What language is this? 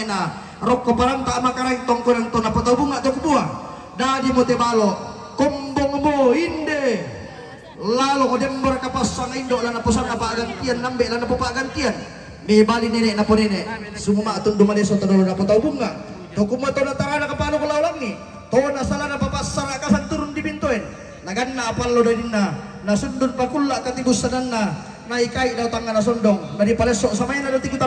Toraja-Sa'dan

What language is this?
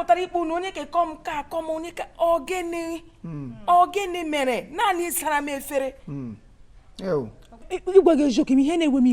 Igbo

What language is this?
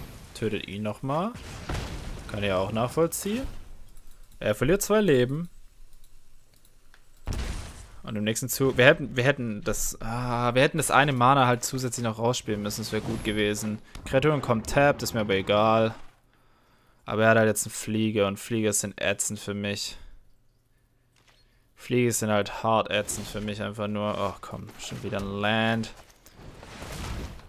German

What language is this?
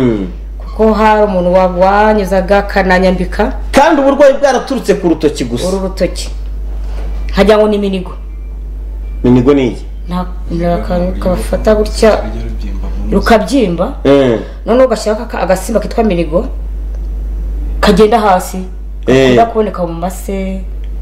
Kinyarwanda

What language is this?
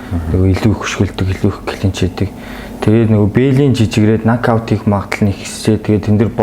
Mongolian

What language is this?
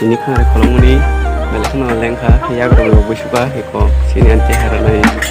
Kok Borok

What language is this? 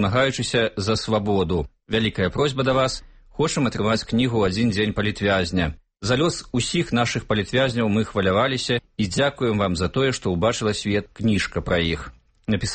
Belarusian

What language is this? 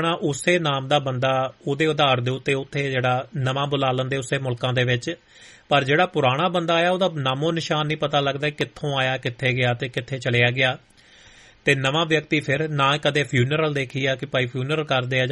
Punjabi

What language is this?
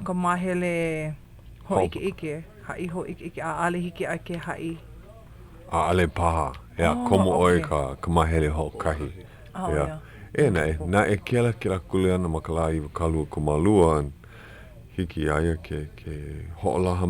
Hawaiian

